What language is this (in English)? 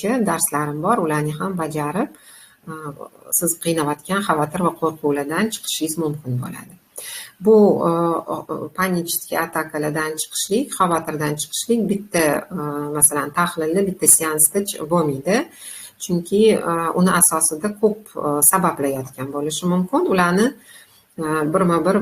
Uzbek